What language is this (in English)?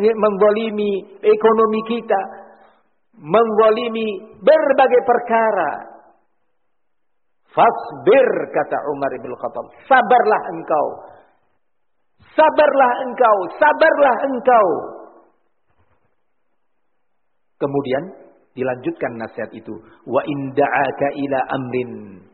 Indonesian